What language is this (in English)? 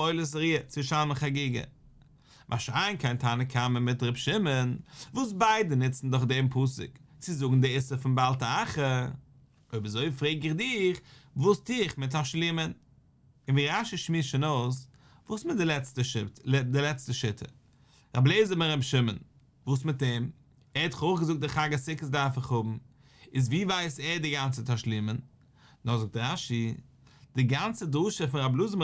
Yiddish